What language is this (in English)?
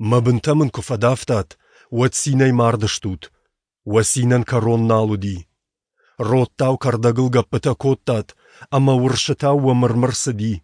Ossetic